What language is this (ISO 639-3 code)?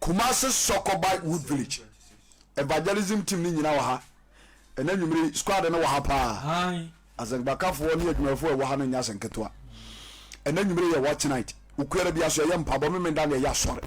aka